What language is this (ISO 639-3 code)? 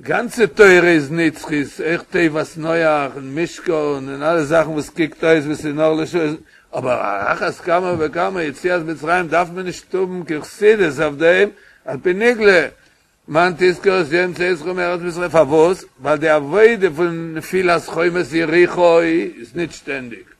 yid